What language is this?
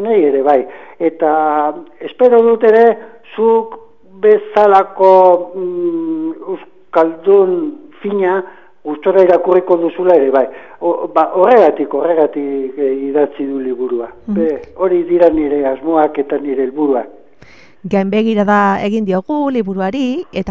Basque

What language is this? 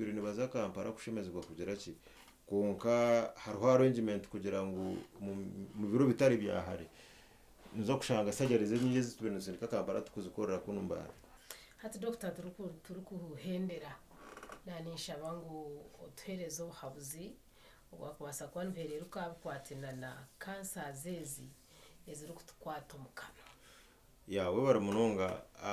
Nyankole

